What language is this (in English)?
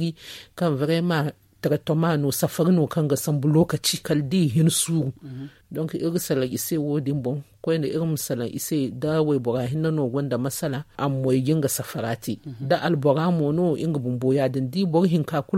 Zarma